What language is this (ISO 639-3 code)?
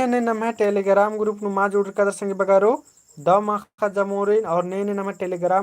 kru